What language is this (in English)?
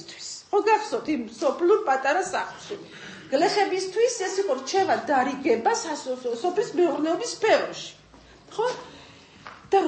Georgian